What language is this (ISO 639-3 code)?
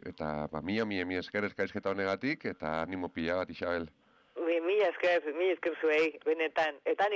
eus